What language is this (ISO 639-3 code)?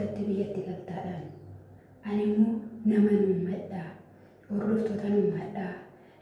orm